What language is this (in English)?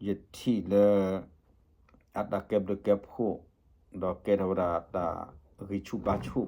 S'gaw Karen